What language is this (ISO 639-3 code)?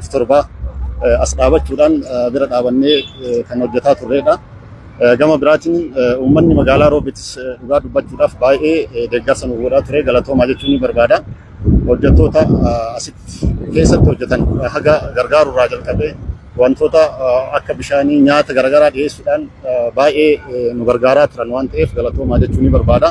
orm